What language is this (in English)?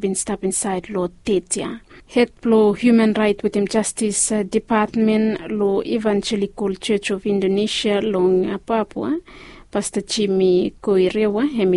Bislama